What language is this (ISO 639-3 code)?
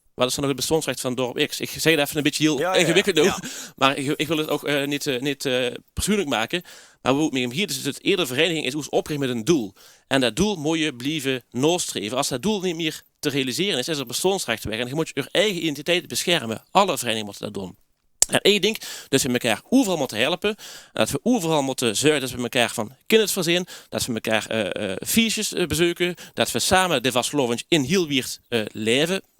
lim